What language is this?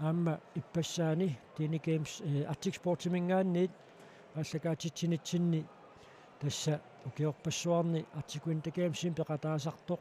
Kalaallisut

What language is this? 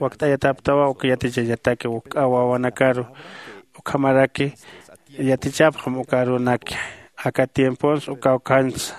Aymara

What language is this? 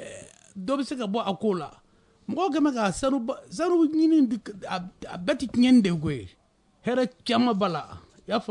Bambara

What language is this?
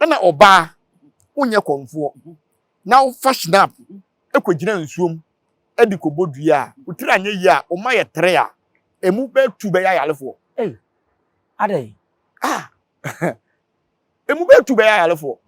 Akan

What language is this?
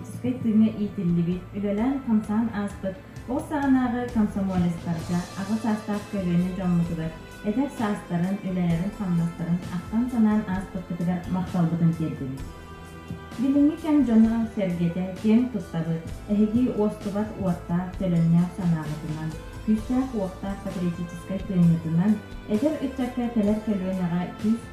Yakut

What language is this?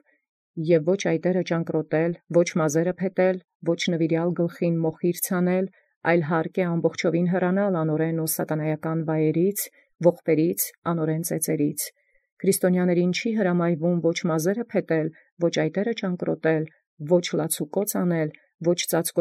Armenian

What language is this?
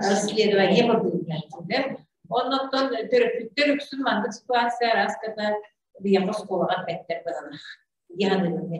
Yakut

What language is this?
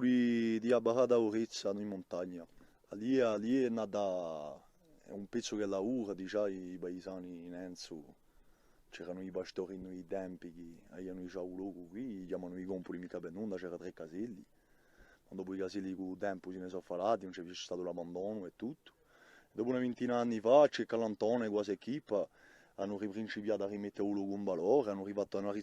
Corsican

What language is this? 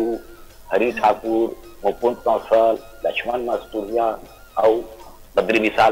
Chhattisgarhi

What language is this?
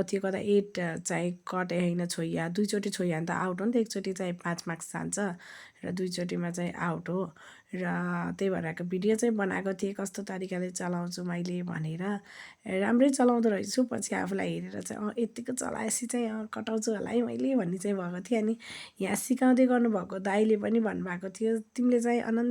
Nepali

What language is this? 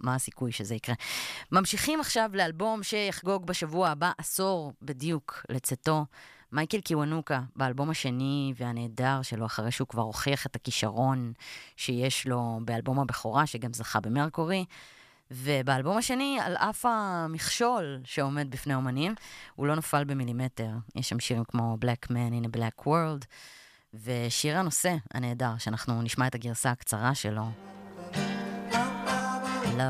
Hebrew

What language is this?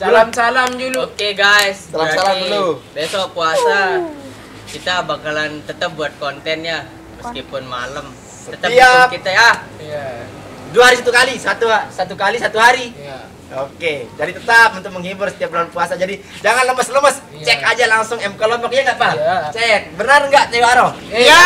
Sasak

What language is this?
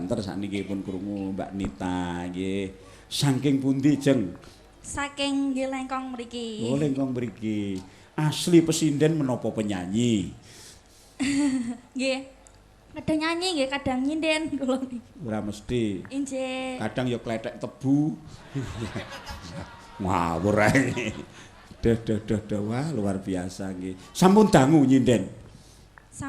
Javanese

